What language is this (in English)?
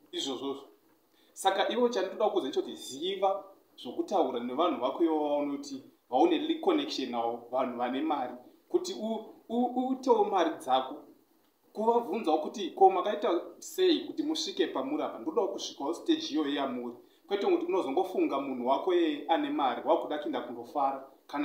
Shona